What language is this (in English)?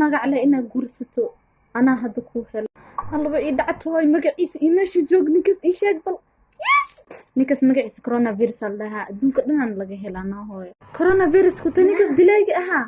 Somali